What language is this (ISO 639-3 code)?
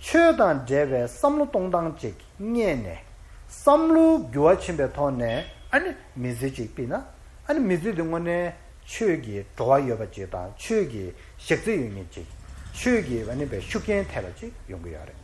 bod